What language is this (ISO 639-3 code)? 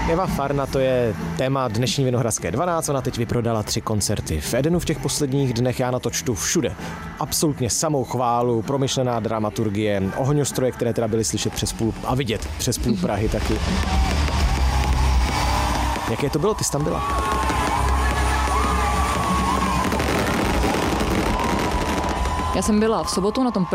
ces